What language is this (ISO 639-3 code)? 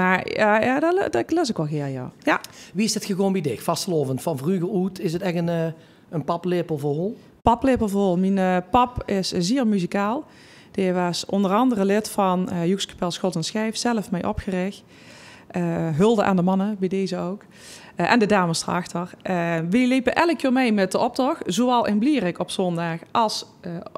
lim